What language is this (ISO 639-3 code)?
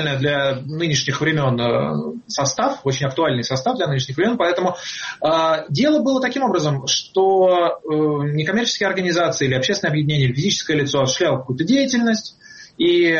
rus